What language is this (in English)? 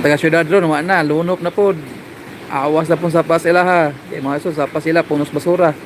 Cebuano